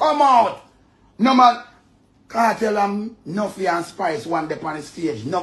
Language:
Jamaican Creole English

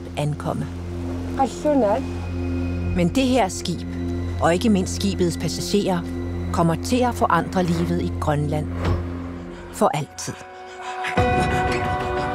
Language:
Danish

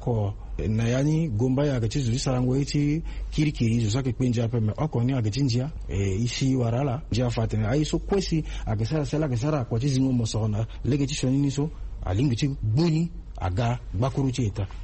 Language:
Sango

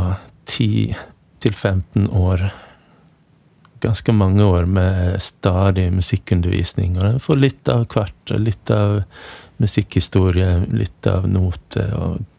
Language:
Norwegian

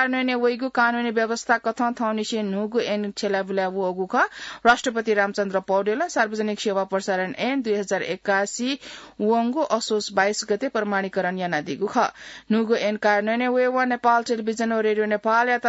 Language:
Newari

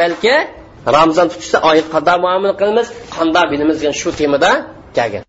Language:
Uyghur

